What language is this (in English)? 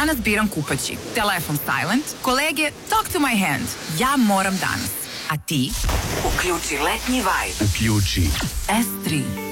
Serbian